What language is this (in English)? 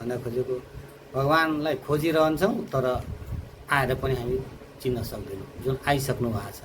Nepali